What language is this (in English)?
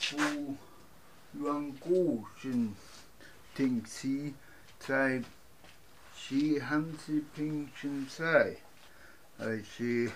Latin